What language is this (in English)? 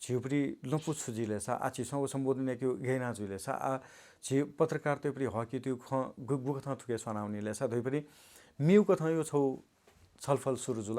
Newari